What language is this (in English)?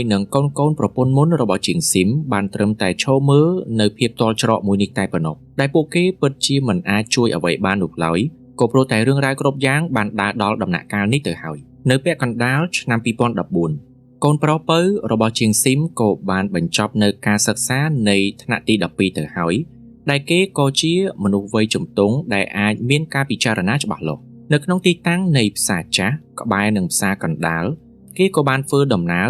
Khmer